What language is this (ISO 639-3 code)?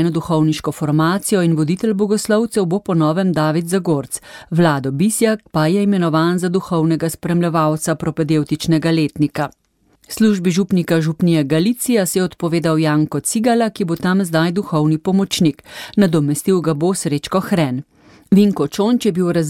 slv